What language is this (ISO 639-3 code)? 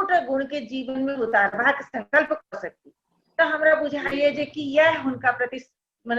mai